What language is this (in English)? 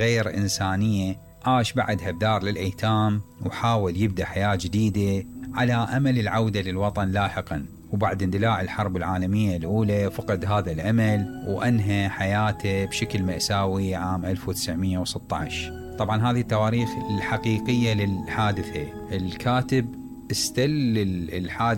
Mesopotamian Arabic